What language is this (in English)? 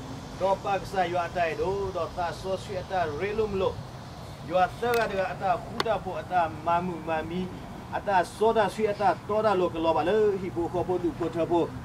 S'gaw Karen